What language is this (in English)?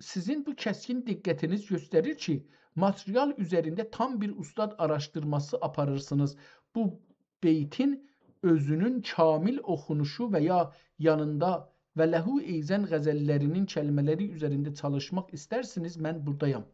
South Azerbaijani